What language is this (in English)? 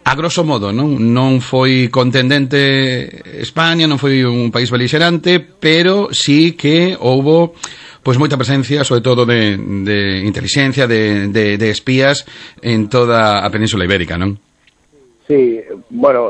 Galician